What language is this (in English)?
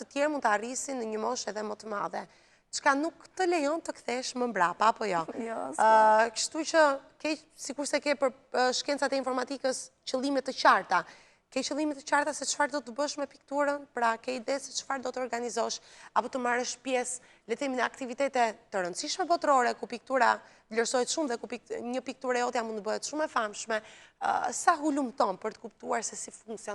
Albanian